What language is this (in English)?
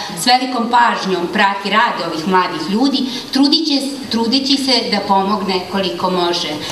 Serbian